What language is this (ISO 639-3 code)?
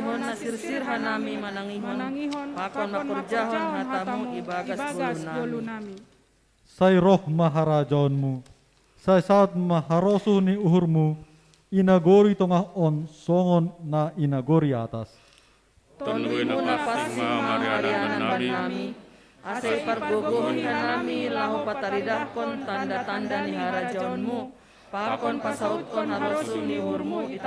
bts